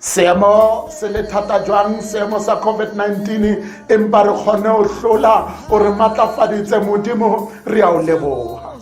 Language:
Tswana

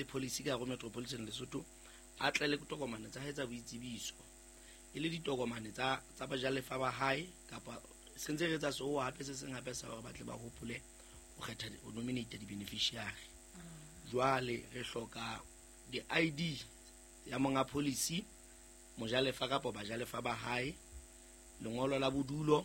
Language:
Southern Sotho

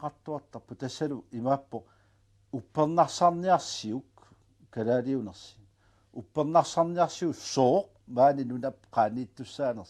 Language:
Kalaallisut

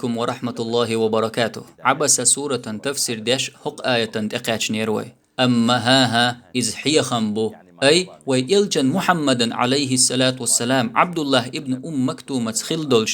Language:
Chechen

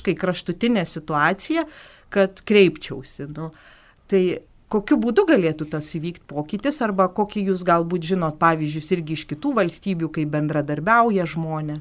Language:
Lithuanian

